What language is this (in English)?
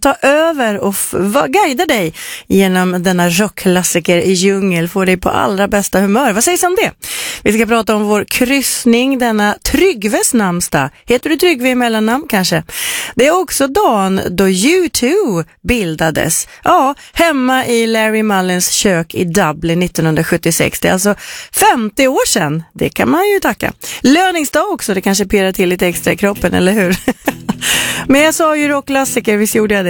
Swedish